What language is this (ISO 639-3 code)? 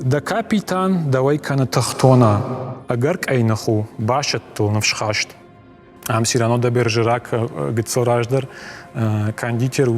oss